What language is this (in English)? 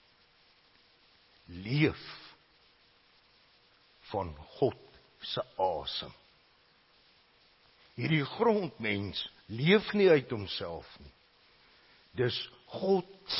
Afrikaans